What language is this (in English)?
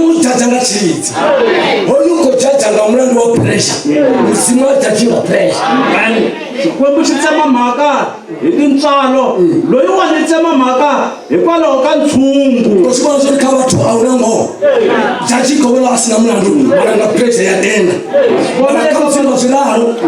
Tsonga